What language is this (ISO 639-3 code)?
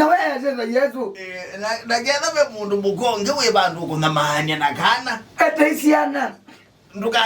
kam